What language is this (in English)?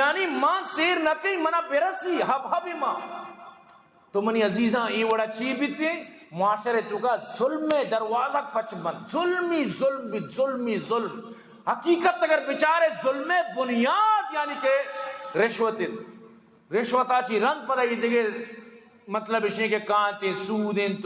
Eastern Balochi